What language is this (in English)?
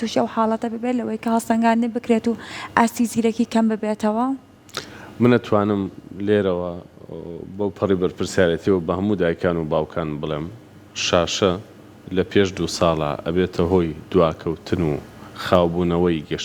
Central Kurdish